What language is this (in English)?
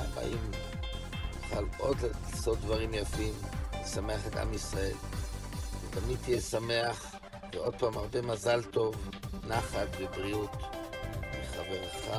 Hebrew